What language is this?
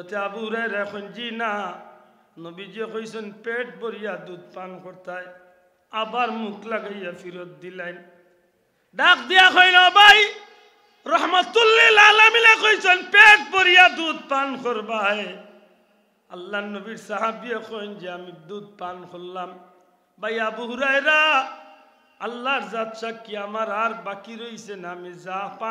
Sylheti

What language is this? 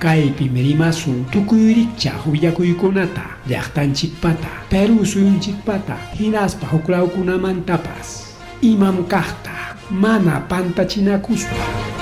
Ayacucho Quechua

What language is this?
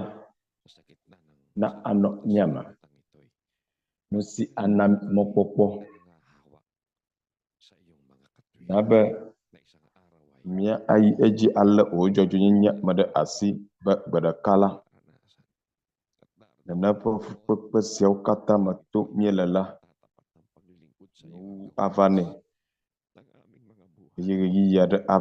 Ewe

